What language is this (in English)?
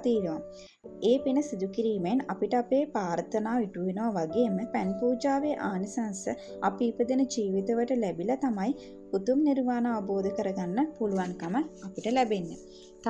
Sinhala